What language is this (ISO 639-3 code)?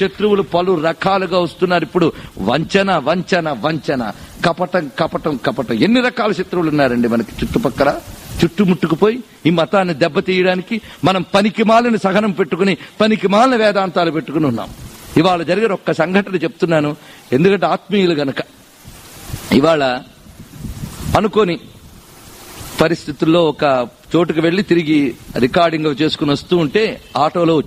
tel